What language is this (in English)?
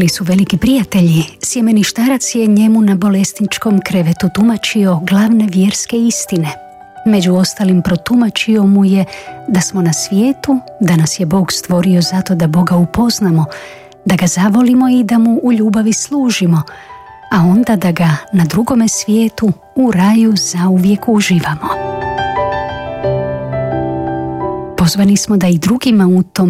Croatian